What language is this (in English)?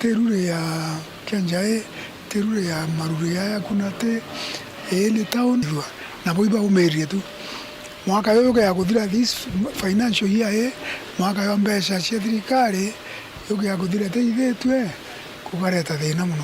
Meru